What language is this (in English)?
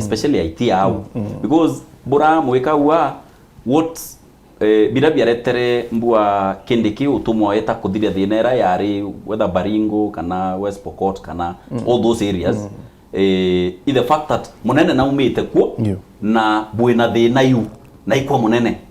Meru